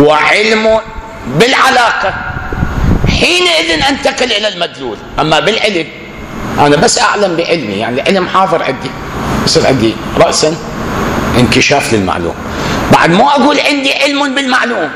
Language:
Mesopotamian Arabic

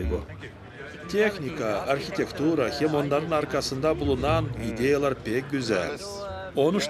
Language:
Gagauz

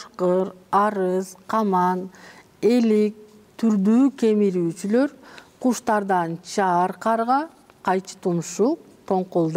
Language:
Kyrgyz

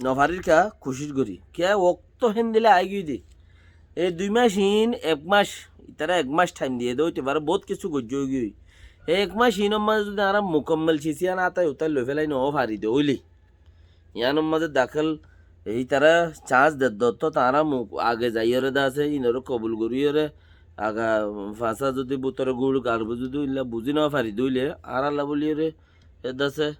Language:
Rohingya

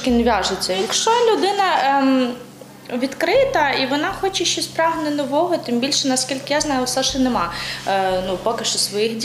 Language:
Ukrainian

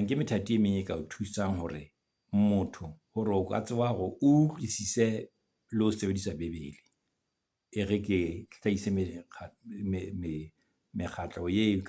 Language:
Southern Sotho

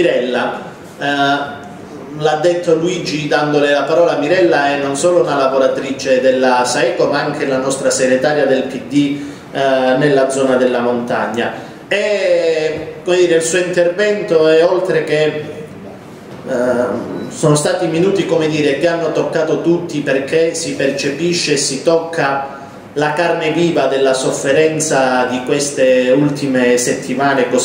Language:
Italian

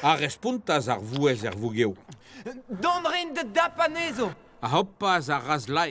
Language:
Breton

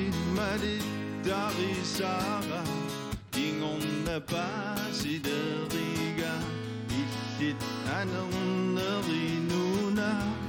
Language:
Kalaallisut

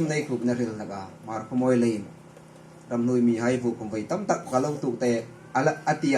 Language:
Hmar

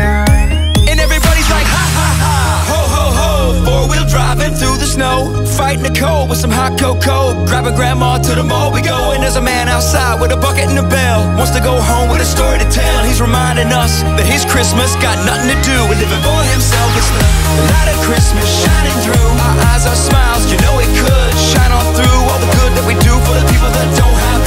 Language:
English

